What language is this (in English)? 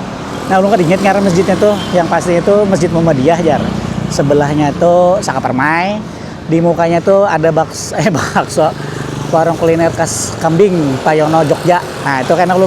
Banjar